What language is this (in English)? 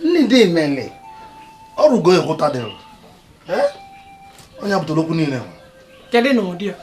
Igbo